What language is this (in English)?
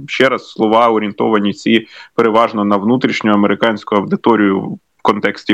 Ukrainian